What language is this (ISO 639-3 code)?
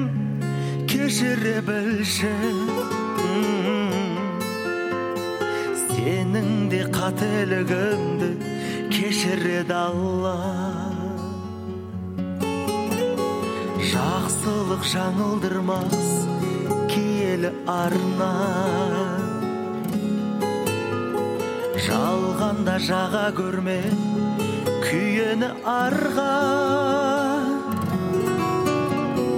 kaz